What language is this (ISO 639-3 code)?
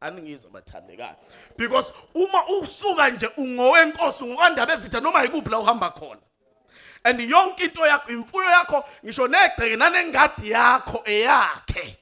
zul